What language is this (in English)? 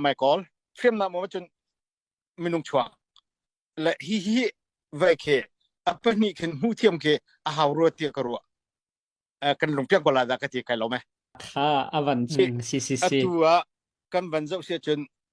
Falam Chin